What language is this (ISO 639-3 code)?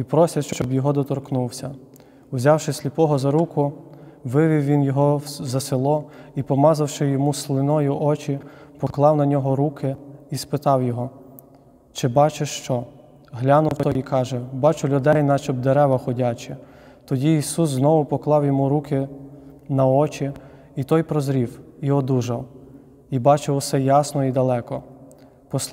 ukr